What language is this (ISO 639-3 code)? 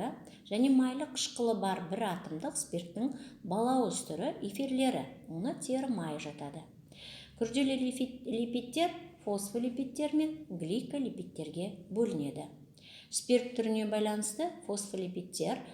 kaz